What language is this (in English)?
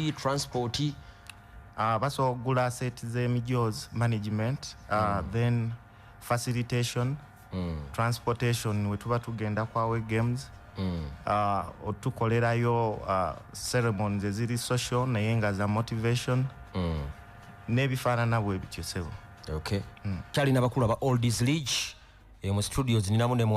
Ganda